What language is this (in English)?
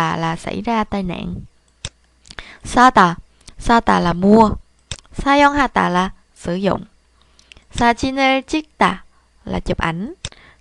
Vietnamese